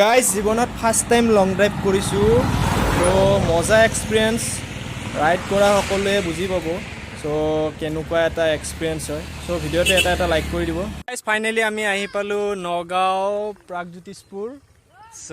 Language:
Assamese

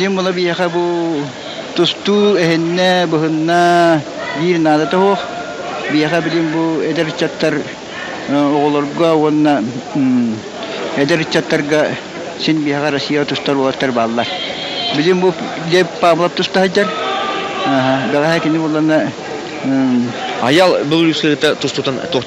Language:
Yakut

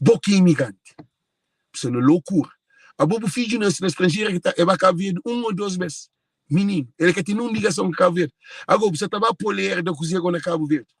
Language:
Kabuverdianu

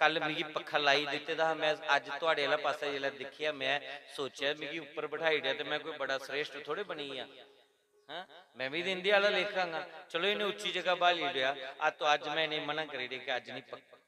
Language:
Dogri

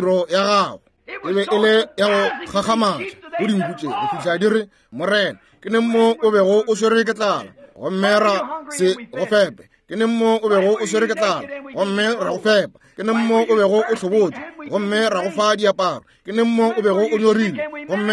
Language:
Northern Sotho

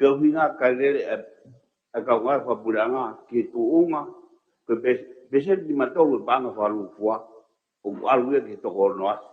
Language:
Tongan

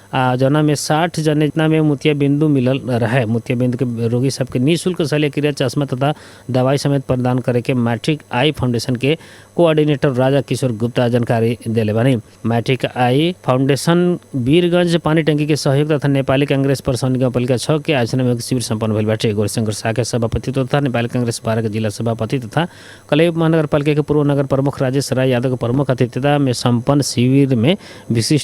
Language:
Bhojpuri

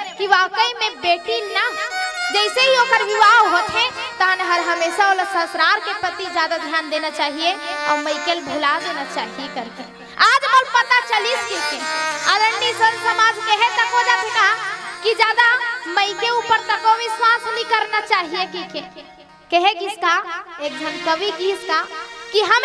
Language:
Chhattisgarhi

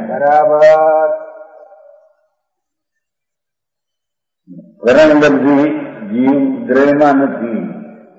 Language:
Gujarati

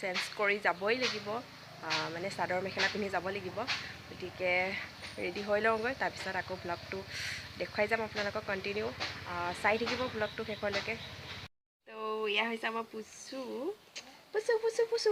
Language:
Assamese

